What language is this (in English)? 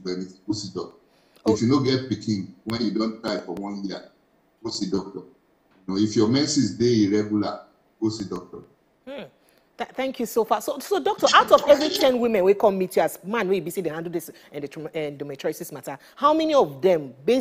Nigerian Pidgin